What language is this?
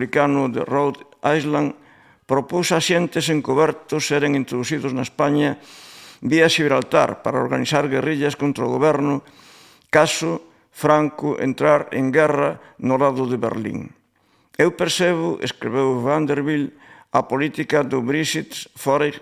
Galician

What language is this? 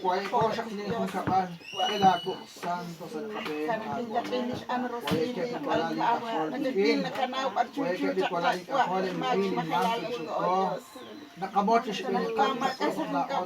Kekchí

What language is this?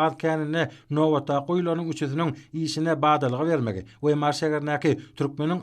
Turkmen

